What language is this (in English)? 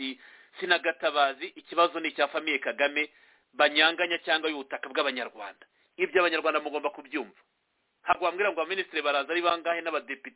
Kinyarwanda